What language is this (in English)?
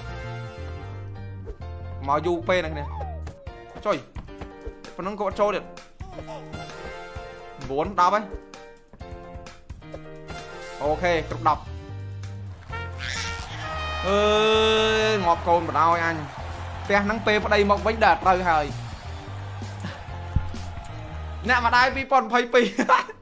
Vietnamese